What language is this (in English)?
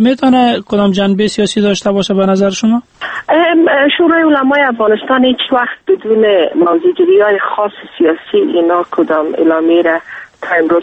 Persian